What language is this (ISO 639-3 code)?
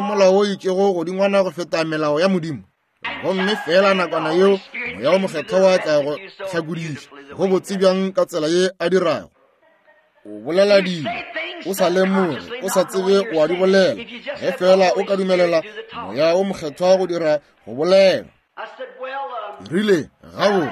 nso